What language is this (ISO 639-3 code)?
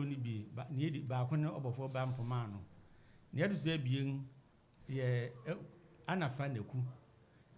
aka